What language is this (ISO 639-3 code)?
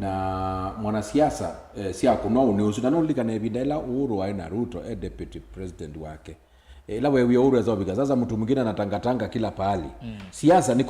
kam